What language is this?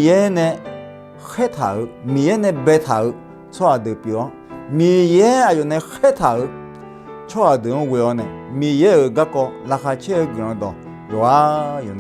Akha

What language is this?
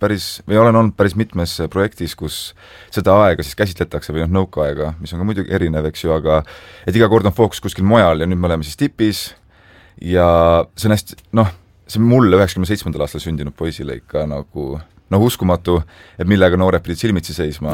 Estonian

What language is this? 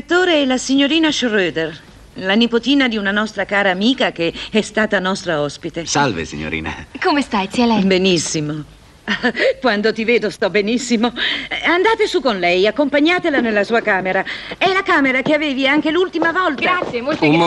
Italian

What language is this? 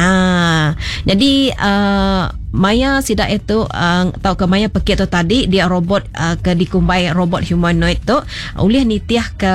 Iban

